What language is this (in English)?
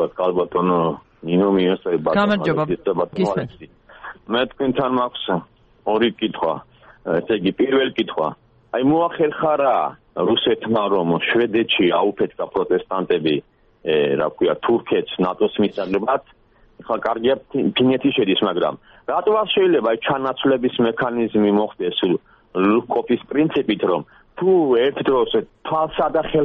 Georgian